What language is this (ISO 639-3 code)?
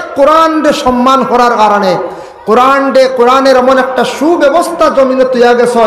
syl